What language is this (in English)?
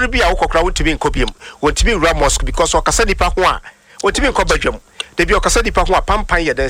Akan